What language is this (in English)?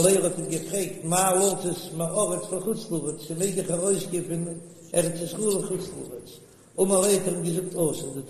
Yiddish